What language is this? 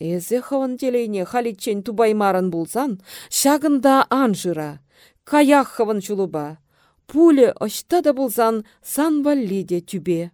Chuvash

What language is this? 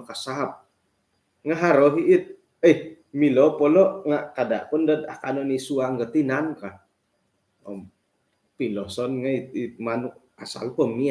Central Dusun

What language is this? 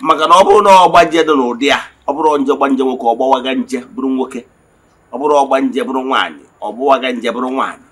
Igbo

